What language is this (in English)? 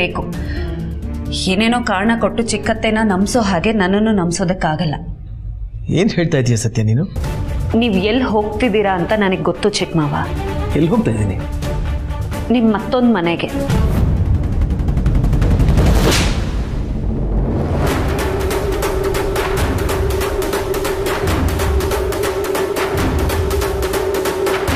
Kannada